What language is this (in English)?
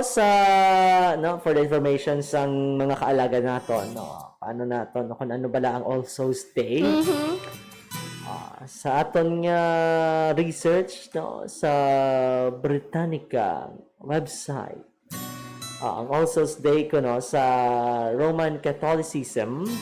Hiligaynon